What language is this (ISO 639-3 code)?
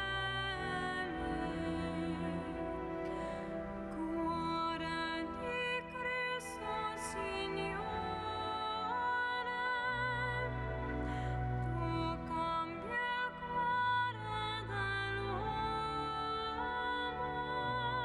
ita